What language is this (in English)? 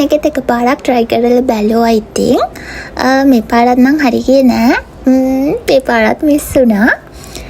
Sinhala